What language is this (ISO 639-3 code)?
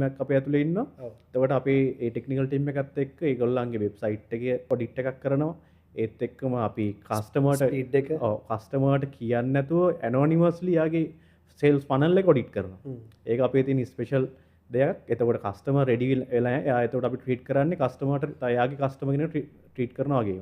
sin